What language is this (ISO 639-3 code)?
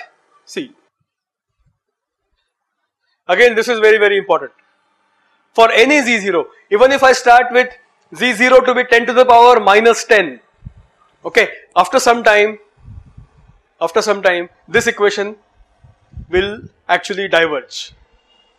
eng